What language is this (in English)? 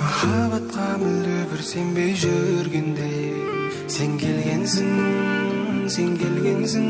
Kara-Kalpak